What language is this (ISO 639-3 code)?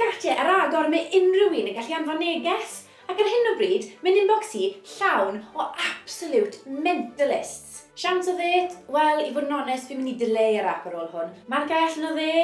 cym